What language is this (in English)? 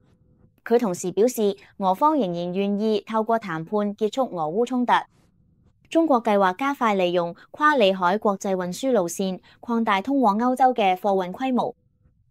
Cantonese